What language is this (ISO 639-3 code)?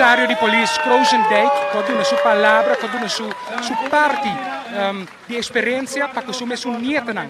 pap